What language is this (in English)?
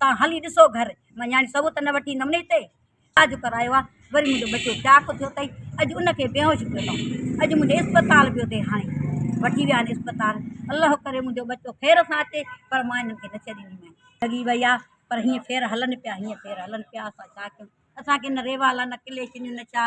Sindhi